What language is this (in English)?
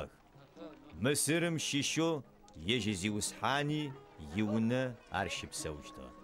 Adyghe